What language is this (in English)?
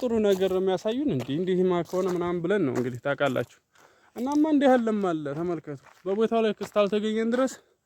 Amharic